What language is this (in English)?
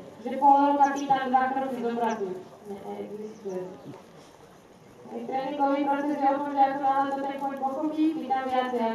Slovak